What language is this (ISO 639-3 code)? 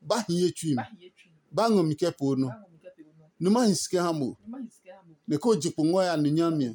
ada